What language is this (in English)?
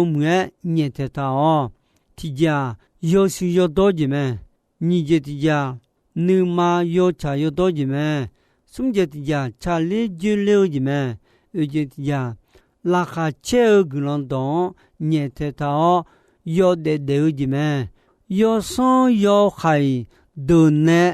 Akha